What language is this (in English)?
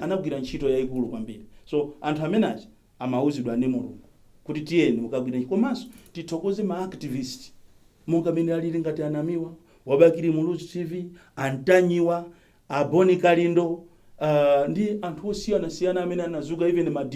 Nyanja